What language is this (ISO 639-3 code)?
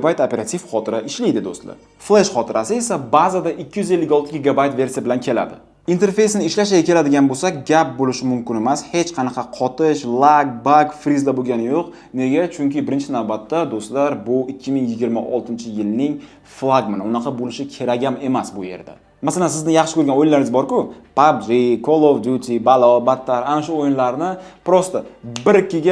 uzb